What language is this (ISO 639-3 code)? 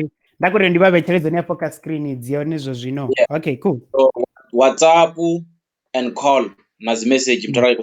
ven